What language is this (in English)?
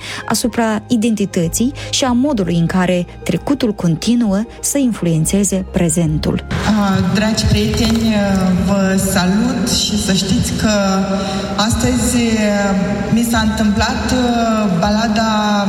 Romanian